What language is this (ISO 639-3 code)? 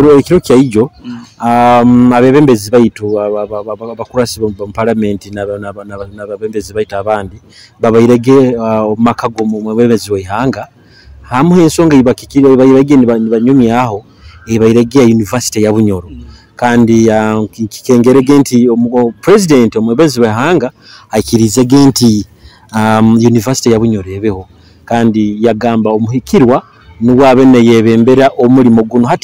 nyo